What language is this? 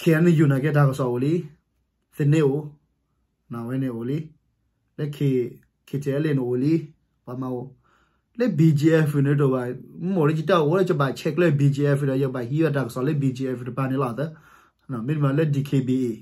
S'gaw Karen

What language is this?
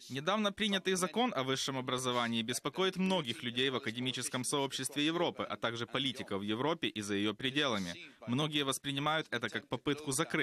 Russian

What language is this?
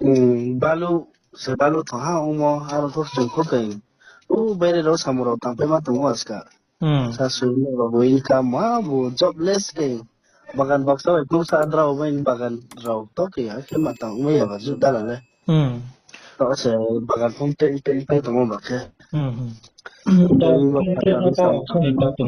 Riang (India)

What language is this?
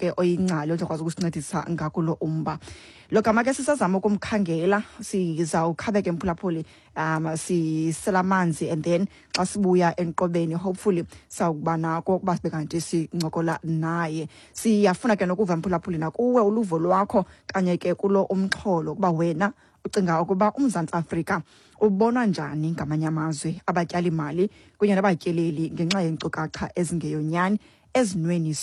Xhosa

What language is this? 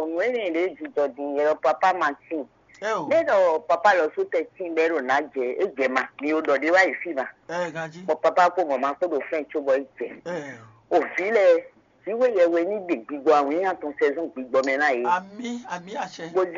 Fon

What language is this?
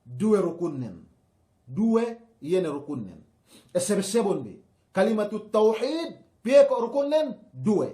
Yakan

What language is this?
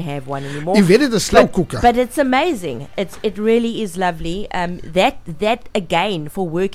Afrikaans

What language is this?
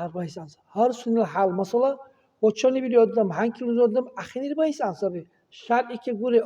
Dargwa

